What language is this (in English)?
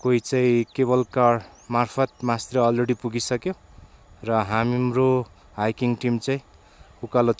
Nepali